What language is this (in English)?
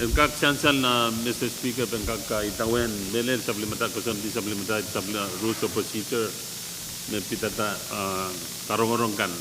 Pohnpeian